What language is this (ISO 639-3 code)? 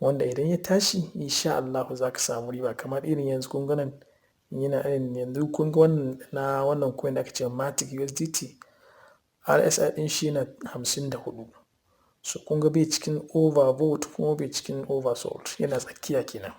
hau